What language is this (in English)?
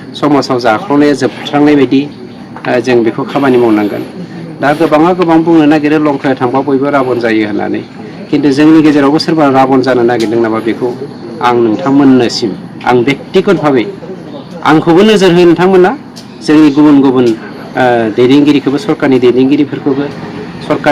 Bodo